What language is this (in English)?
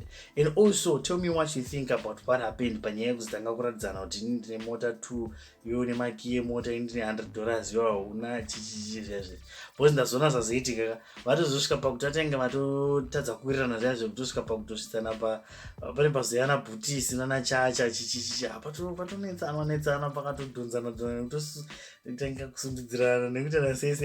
Shona